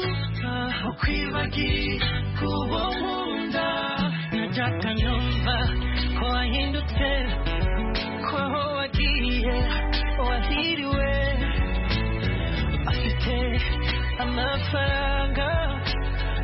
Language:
Kinyarwanda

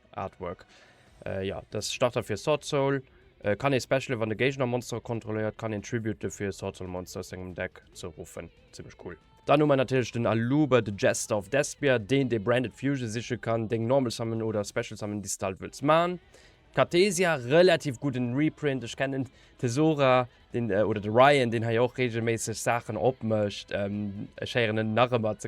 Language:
Luxembourgish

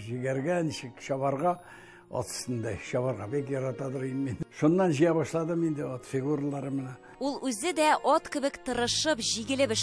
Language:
Tatar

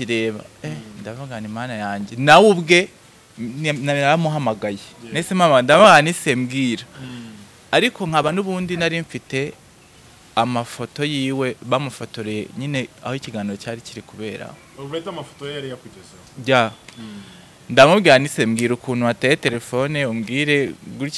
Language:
Kinyarwanda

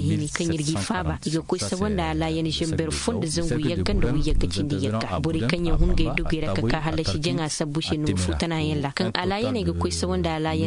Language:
Koyraboro Senni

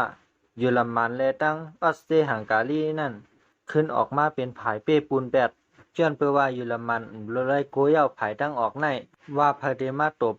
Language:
Shan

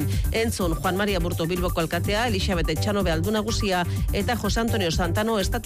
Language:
Basque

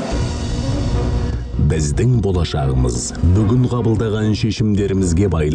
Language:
Kazakh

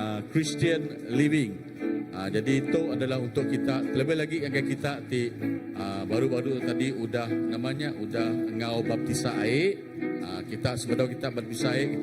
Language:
Iban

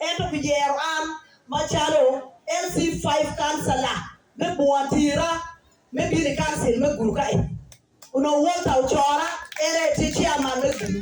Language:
Acoli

